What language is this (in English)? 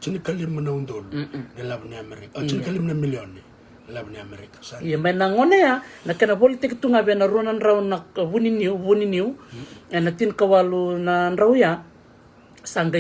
Fijian